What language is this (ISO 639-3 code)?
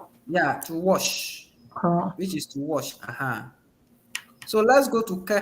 ewe